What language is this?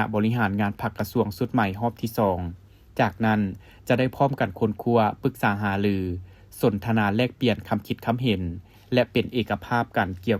Lao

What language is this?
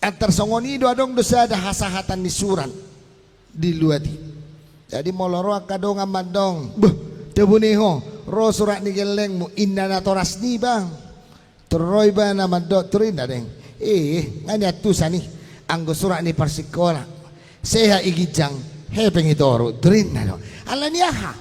Batak Toba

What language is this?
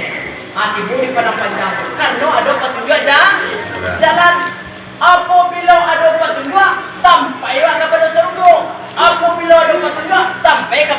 Minangkabau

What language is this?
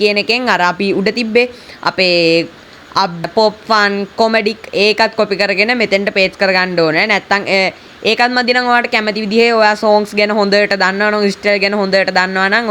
Sinhala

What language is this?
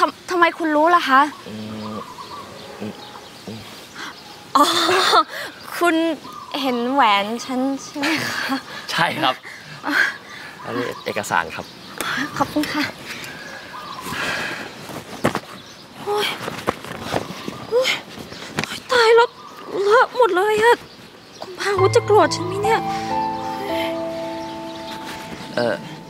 Thai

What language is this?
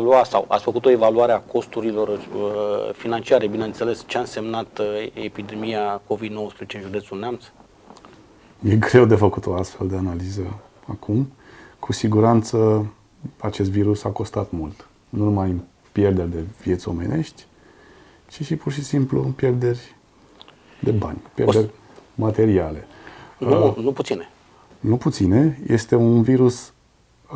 Romanian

